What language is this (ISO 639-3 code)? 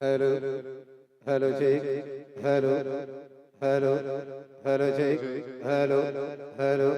hne